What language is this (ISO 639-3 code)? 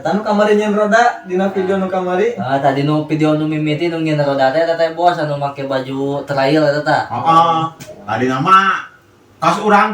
sun